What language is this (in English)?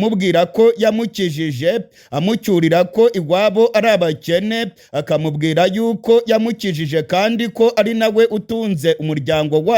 Rundi